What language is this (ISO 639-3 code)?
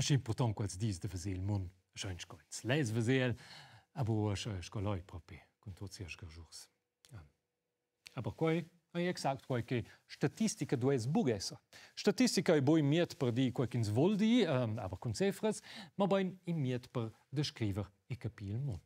roh